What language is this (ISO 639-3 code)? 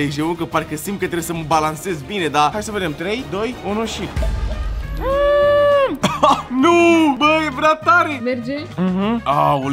ron